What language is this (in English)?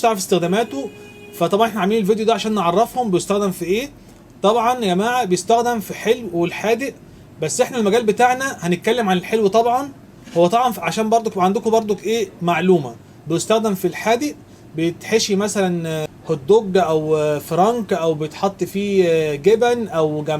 Egyptian Arabic